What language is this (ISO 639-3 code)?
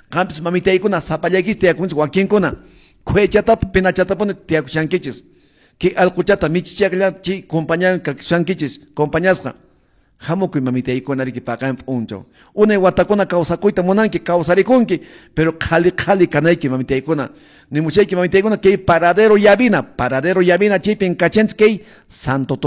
que